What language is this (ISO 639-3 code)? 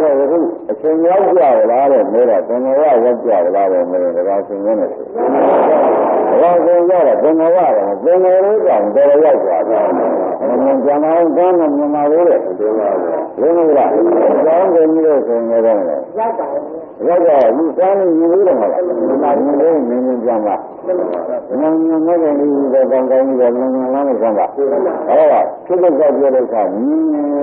mya